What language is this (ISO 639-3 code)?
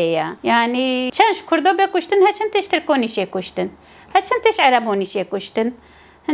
kur